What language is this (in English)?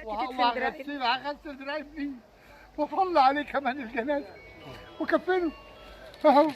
Egyptian Arabic